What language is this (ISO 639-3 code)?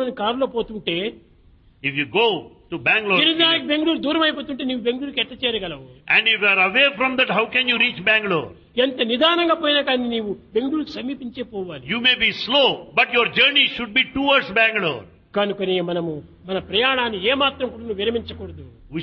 tel